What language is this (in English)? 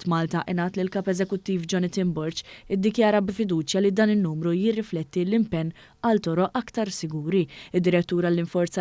Maltese